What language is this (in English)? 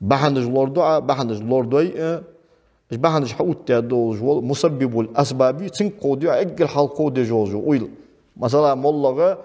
Ingush